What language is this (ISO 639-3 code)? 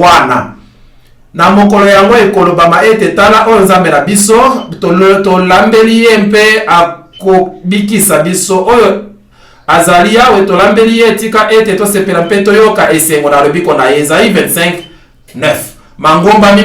lin